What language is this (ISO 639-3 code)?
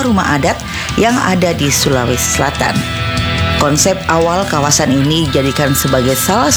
ind